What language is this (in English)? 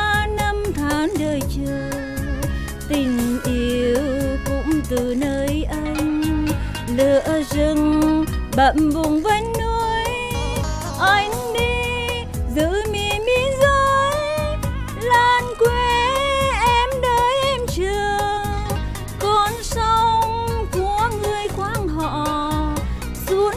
Vietnamese